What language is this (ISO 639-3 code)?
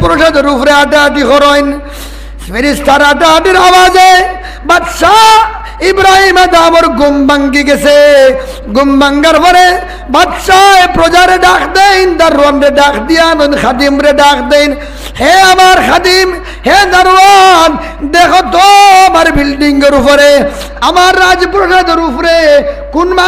syl